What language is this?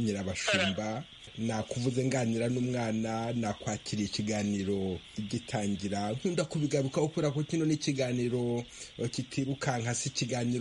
Kinyarwanda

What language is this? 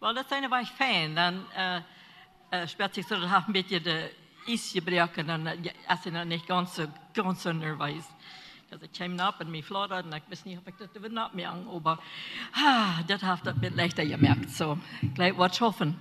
Plautdietsch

